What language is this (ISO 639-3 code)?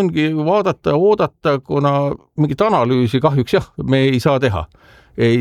est